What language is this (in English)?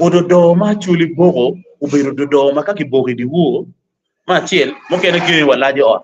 Acoli